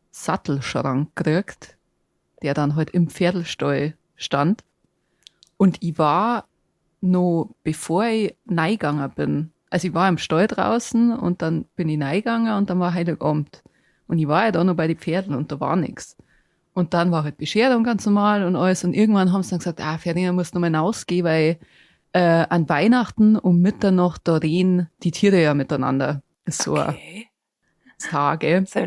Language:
Bavarian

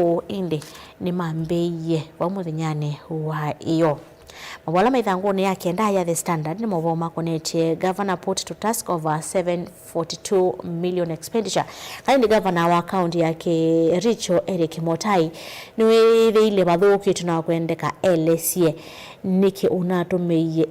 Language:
Kamba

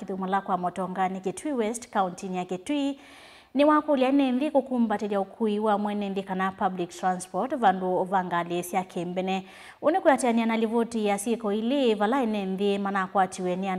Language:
Kamba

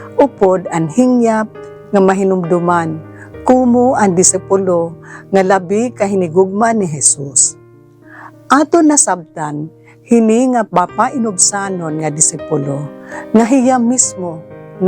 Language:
Waray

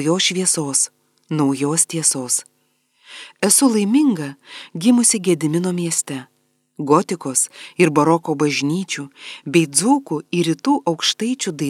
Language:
Lithuanian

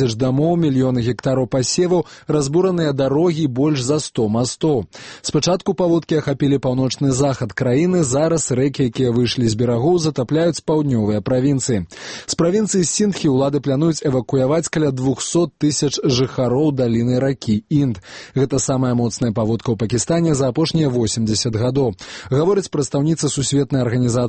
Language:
Belarusian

